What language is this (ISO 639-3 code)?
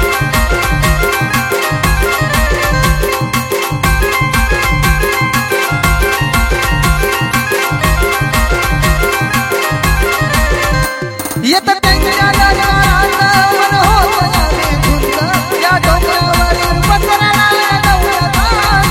mar